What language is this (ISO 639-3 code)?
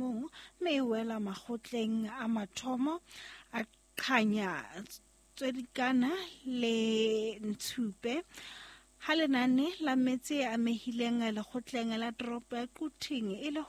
sot